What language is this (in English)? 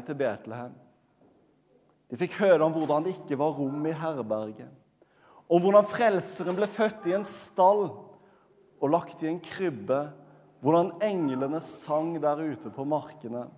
Norwegian